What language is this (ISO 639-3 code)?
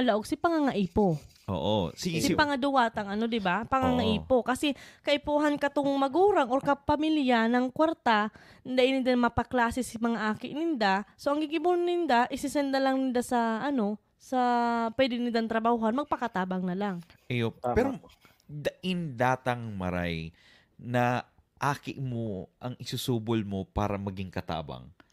bik